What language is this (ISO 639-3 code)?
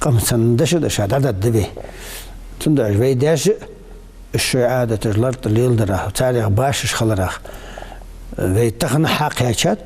inh